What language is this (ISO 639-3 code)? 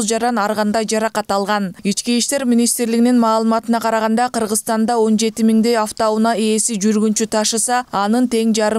kir